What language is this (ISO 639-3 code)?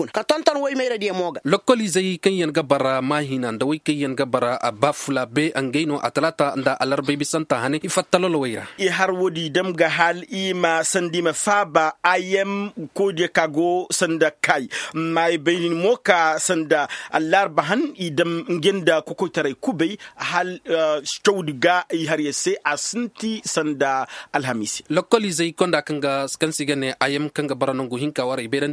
ses